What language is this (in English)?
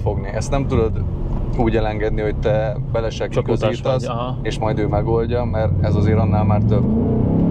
Hungarian